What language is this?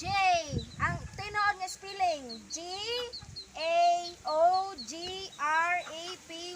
Cebuano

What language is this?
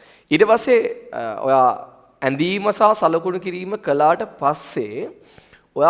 Sinhala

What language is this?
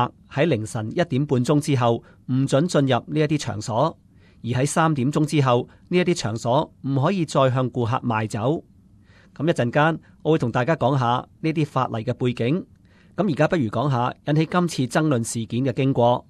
Cantonese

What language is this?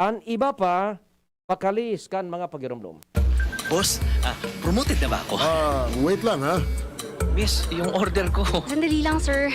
Bikol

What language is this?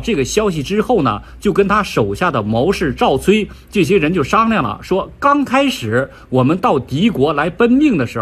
Chinese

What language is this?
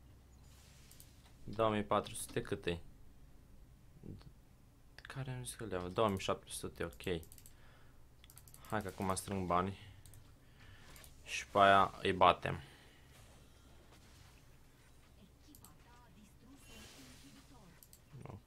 Romanian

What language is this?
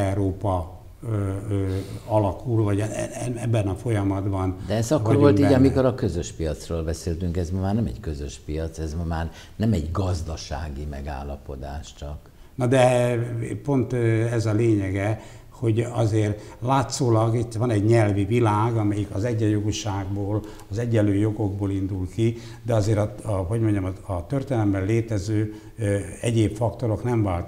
Hungarian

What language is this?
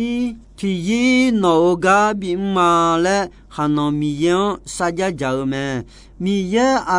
Akha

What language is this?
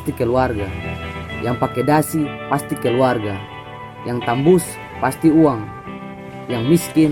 Ambonese Malay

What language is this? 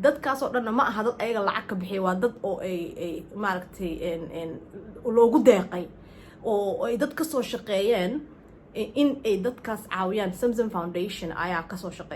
Somali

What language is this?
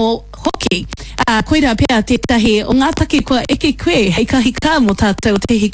Māori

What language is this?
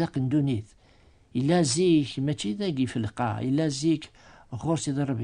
Kabyle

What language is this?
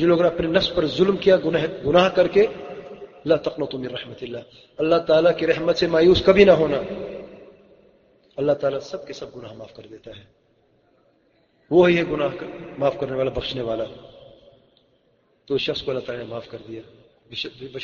Urdu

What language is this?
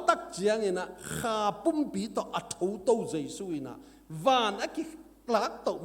Tedim Chin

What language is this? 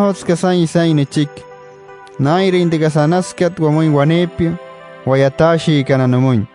Wayuu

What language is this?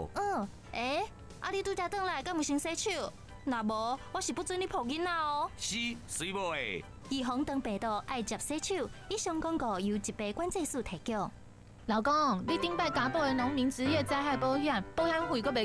Min Nan Chinese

